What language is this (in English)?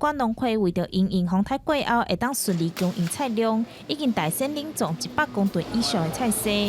Min Nan Chinese